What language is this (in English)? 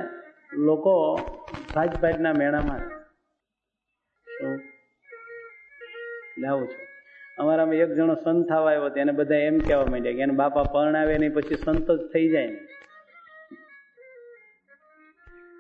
Gujarati